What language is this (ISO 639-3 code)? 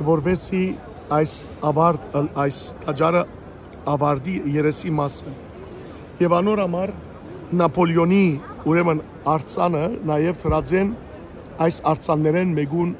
hyw